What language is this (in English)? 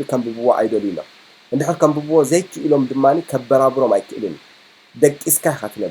Tigrinya